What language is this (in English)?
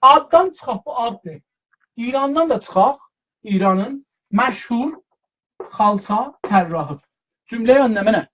South Azerbaijani